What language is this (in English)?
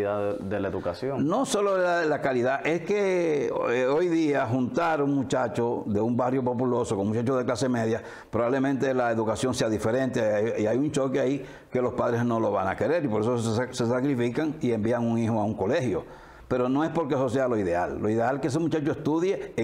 Spanish